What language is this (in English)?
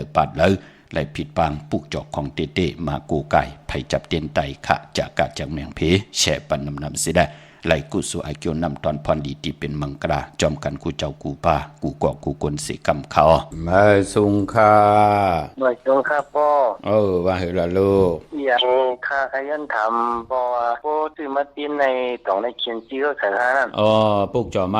Shan